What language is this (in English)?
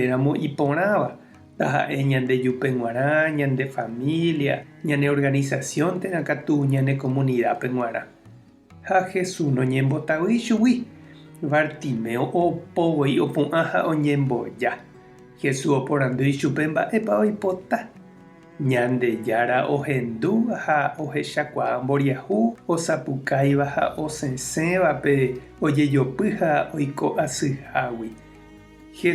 Guarani